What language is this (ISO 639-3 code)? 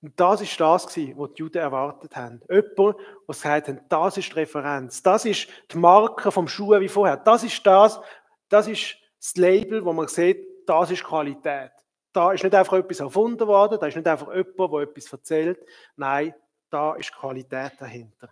gsw